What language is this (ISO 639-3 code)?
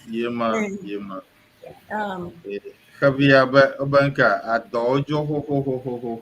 ewe